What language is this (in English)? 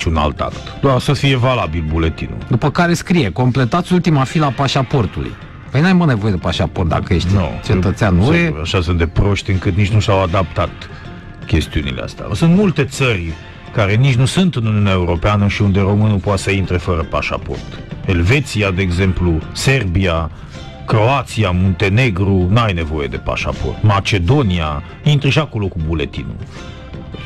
Romanian